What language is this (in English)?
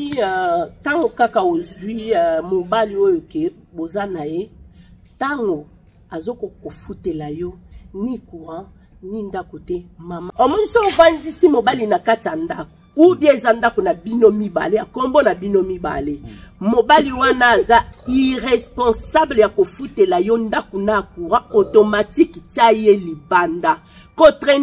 Lingala